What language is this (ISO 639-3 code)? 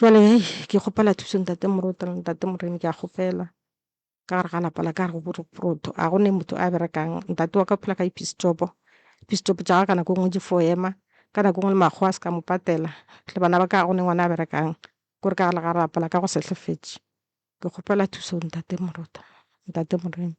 nso